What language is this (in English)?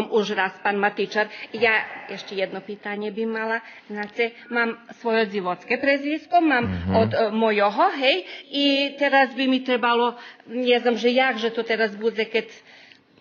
Rusyn